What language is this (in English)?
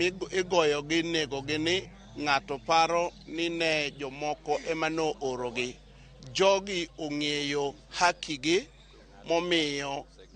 Luo (Kenya and Tanzania)